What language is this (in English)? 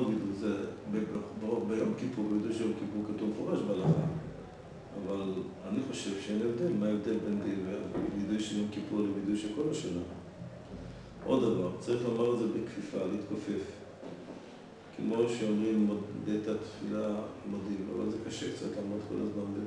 Hebrew